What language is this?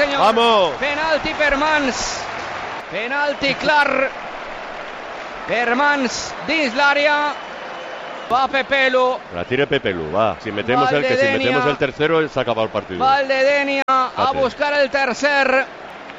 Catalan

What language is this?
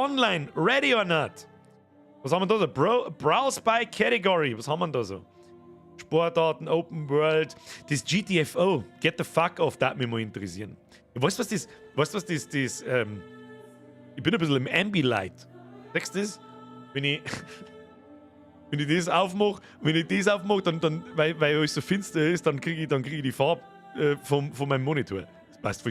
Bavarian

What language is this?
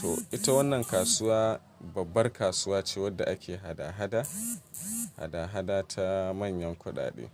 Hausa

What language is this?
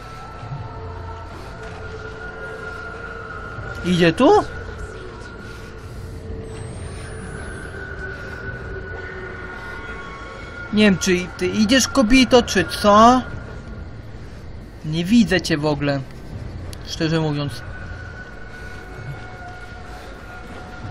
Polish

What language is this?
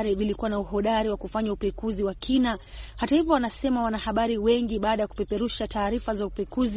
Swahili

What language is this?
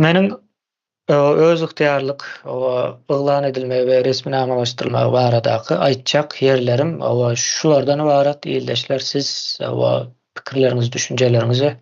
Turkmen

